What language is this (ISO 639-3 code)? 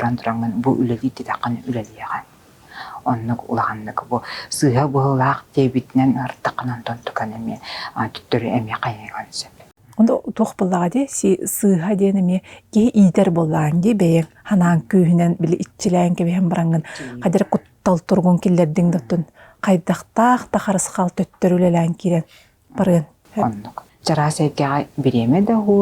sah